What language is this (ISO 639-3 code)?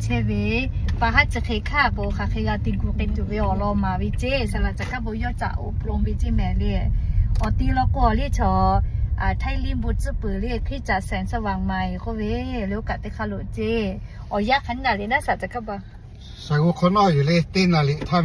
lhu